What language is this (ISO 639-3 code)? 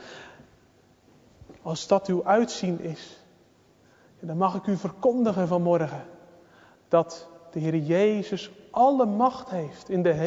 nld